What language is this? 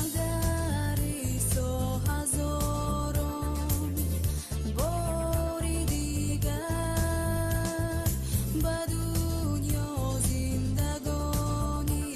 Tajik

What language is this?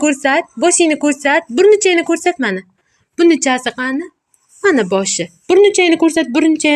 Uzbek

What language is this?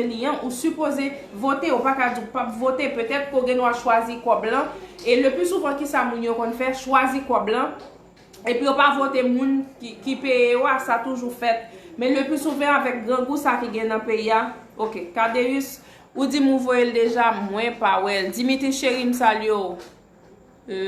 Haitian Creole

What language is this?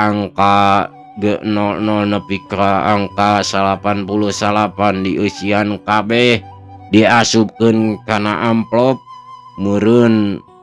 Sundanese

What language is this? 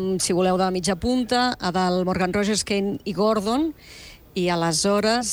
Catalan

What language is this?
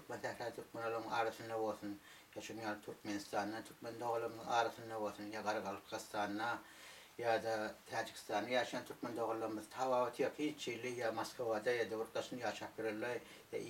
Turkmen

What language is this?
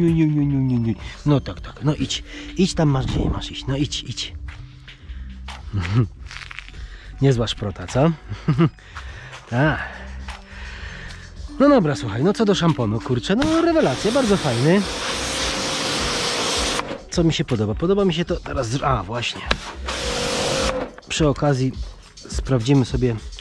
Polish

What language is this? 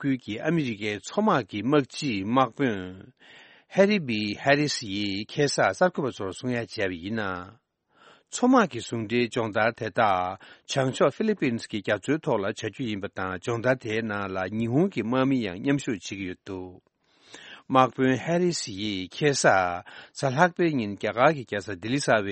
Tibetan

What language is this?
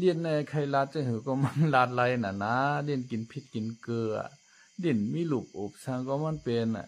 Shan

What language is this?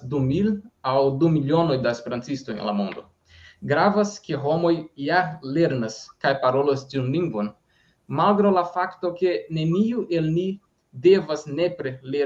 Esperanto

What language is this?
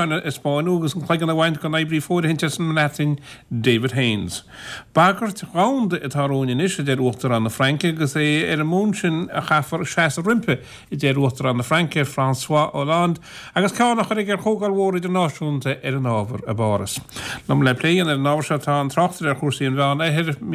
Irish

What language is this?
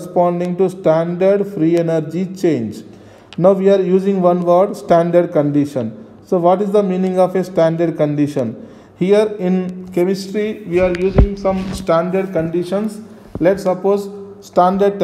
English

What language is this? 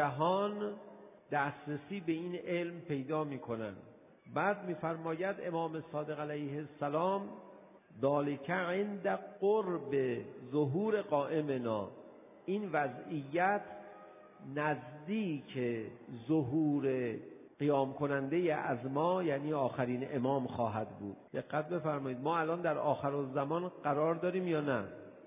Persian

